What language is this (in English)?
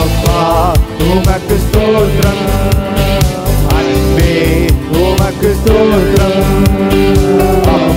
Tamil